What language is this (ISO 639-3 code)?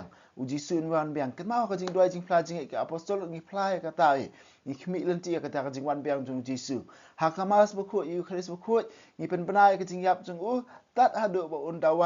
kha